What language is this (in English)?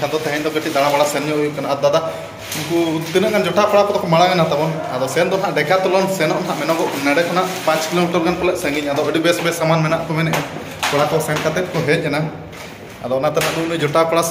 Santali